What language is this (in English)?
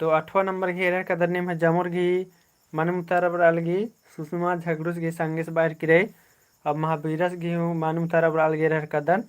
Kurukh